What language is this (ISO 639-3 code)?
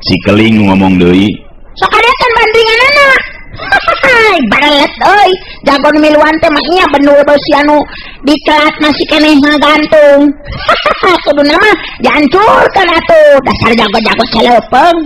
sun